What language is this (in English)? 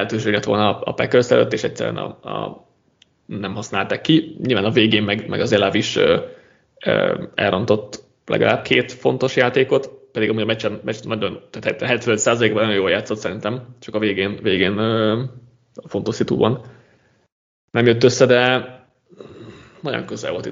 Hungarian